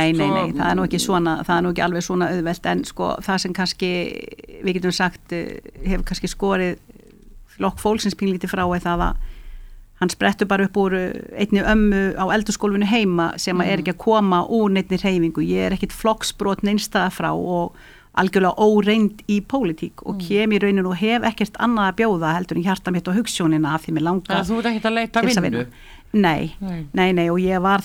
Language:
Icelandic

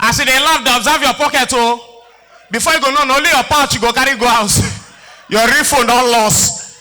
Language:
Nigerian Pidgin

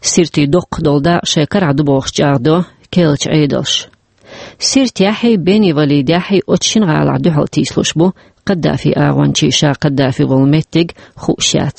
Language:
Chechen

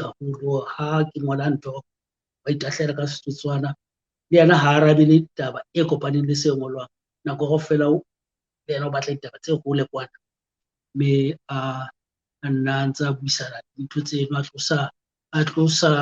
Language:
Southern Sotho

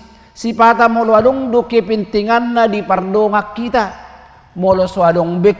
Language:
Batak Toba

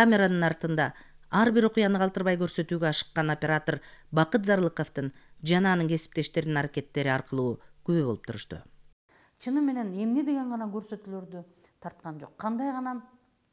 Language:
Kyrgyz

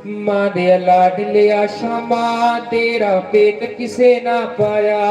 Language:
Dogri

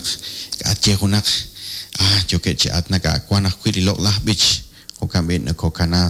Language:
Kekchí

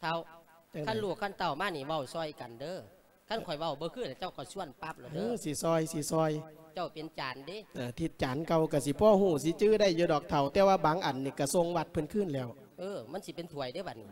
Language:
Lao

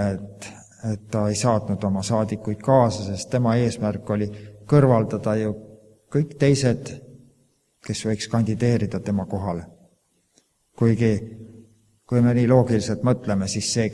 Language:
Estonian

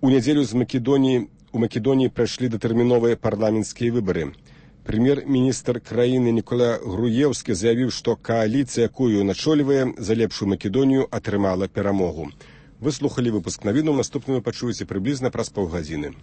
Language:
Belarusian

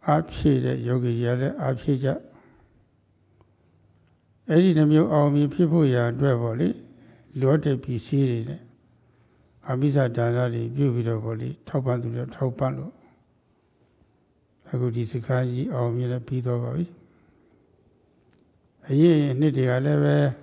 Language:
Burmese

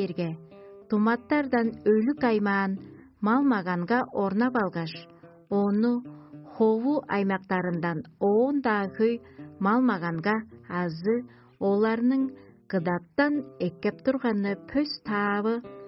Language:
Tuvinian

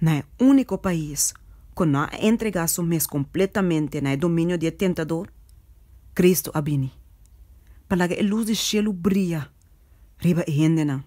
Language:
Papiamento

